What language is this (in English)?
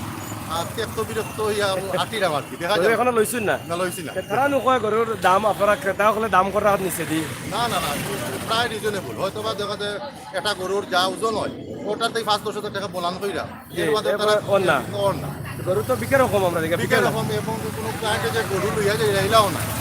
Sylheti